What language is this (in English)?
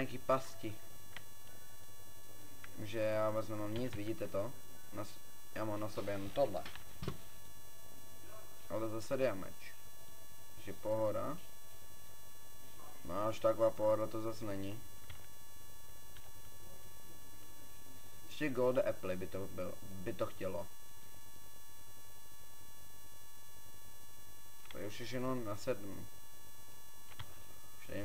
Czech